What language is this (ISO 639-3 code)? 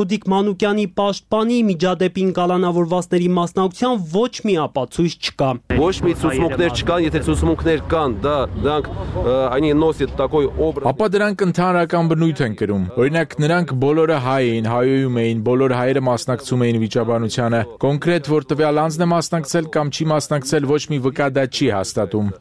hye